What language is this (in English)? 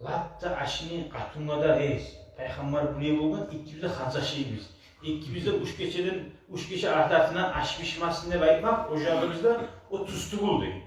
Kumyk